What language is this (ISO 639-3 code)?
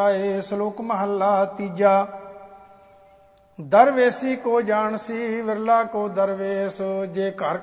pan